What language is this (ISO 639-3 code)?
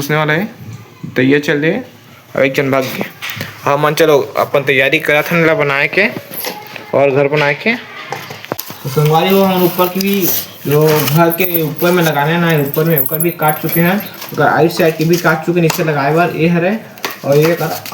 hne